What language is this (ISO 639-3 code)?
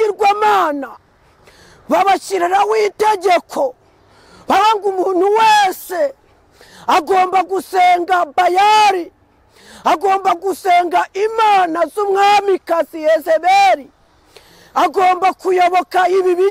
kin